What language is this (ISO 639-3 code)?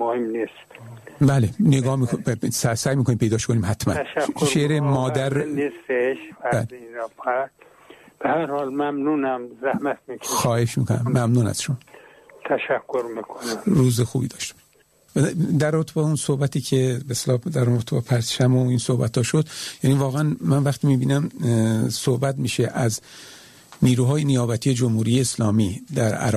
fas